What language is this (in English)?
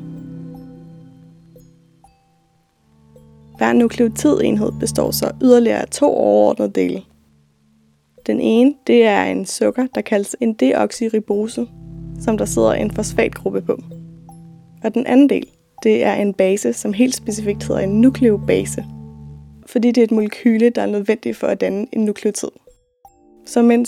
Danish